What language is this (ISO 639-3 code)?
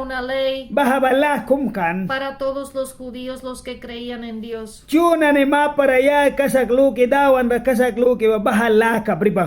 miq